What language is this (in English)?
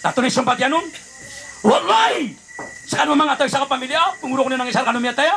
Maranao